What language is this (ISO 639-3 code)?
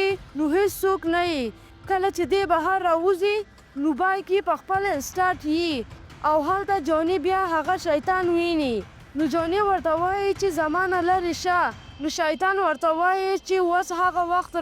pus